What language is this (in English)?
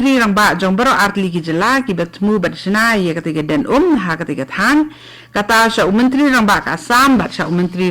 Khasi